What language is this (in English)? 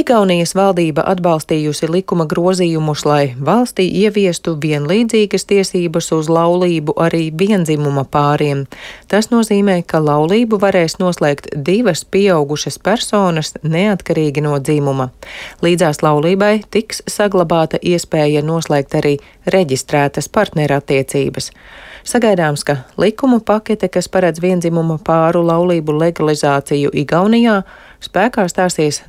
Latvian